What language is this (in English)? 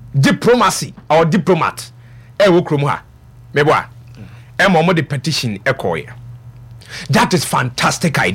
Akan